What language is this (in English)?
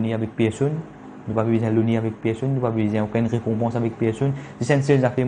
Morisyen